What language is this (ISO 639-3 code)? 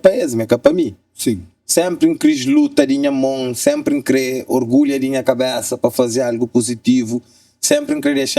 kea